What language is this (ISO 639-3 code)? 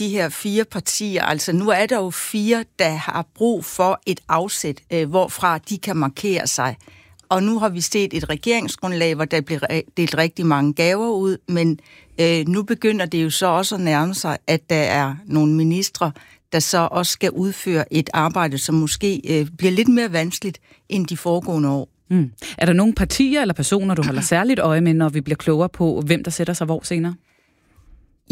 dan